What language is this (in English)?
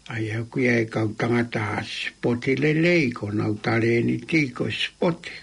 Tongan